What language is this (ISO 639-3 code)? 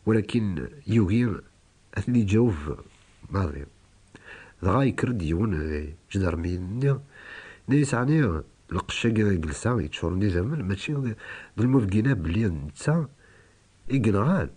kab